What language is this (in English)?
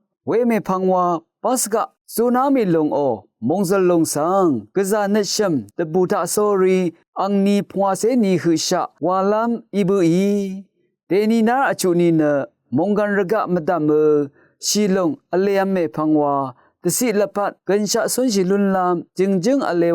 Rawang